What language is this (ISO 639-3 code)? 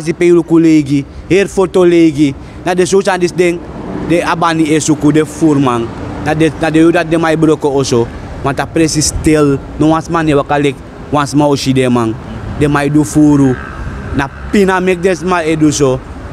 srn